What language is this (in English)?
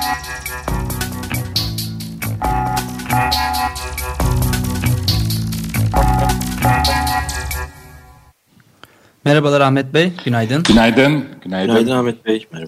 Turkish